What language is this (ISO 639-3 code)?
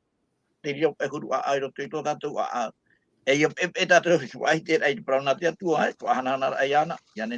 tah